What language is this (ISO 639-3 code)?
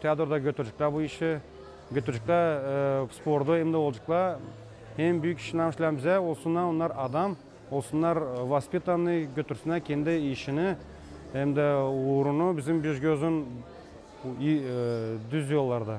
gag